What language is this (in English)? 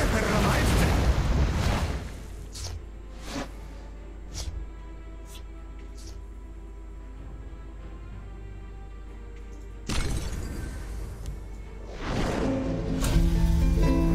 Italian